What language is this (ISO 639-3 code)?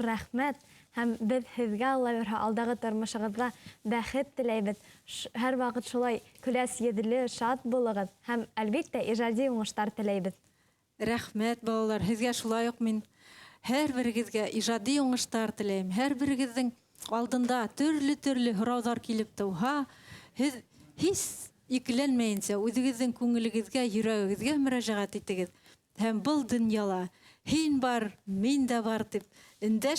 bak